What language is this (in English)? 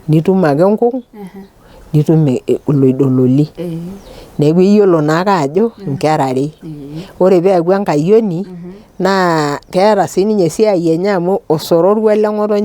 Masai